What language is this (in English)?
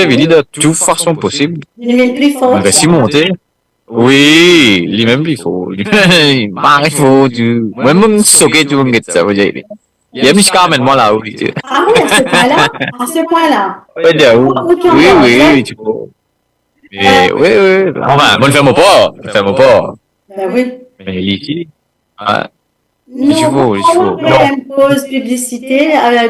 Morisyen